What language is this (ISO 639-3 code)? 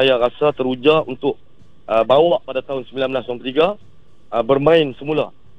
msa